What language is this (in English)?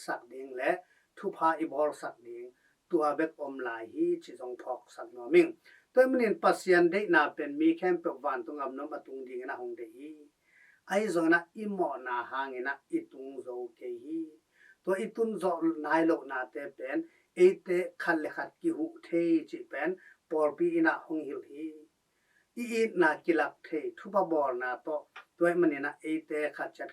Tedim Chin